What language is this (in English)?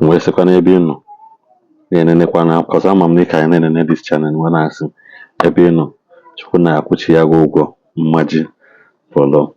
Igbo